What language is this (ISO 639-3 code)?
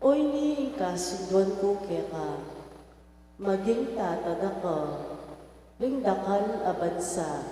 pam